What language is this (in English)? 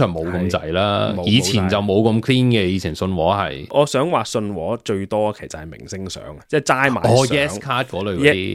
Cantonese